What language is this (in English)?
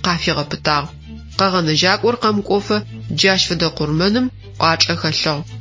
Adyghe